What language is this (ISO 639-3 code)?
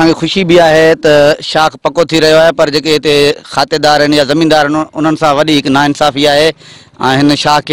snd